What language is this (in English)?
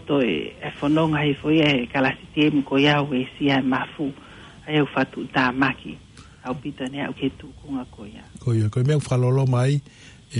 Tongan